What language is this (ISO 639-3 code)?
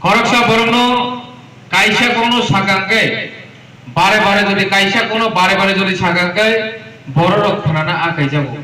ria